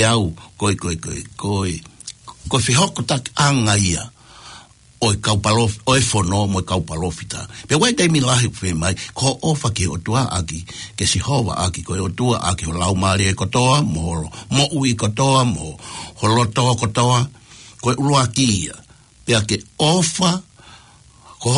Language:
Tongan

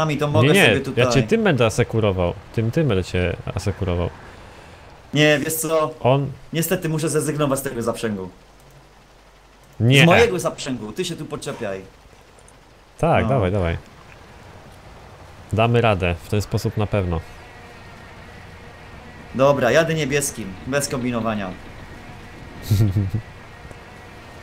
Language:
Polish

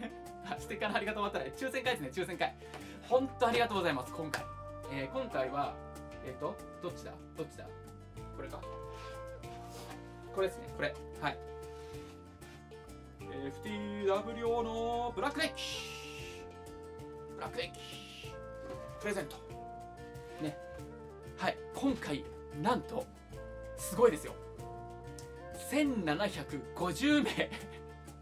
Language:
Japanese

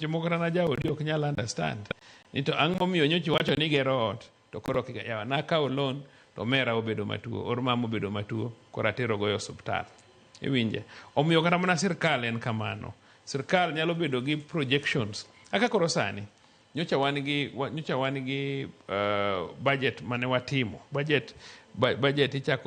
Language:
Luo (Kenya and Tanzania)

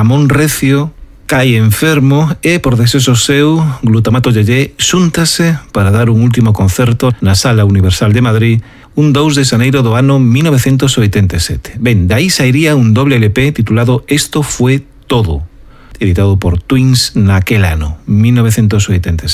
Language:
Galician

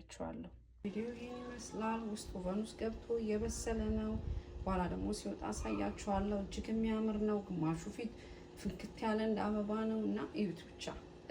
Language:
Amharic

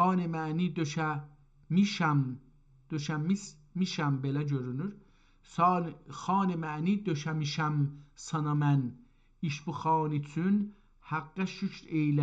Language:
South Azerbaijani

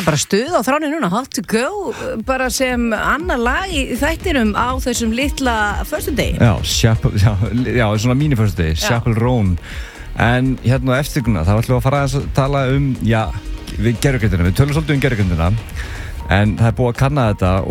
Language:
Icelandic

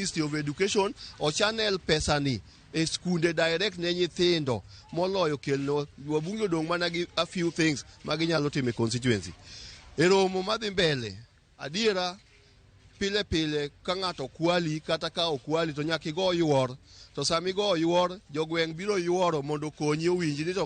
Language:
Luo (Kenya and Tanzania)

